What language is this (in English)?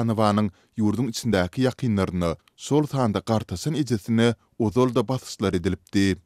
Turkmen